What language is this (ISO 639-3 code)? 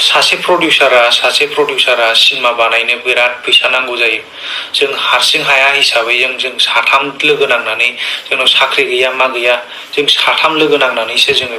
brx